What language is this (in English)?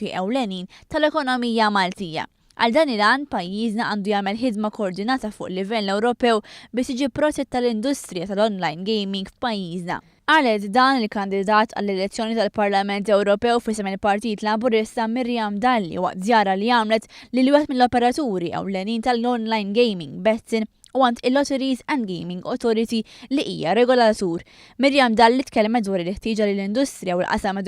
Maltese